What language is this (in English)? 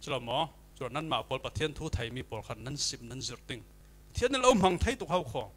Falam Chin